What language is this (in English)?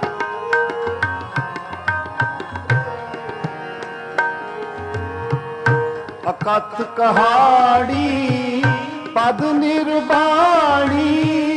Punjabi